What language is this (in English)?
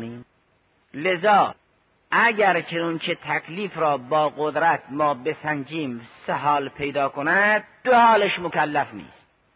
Persian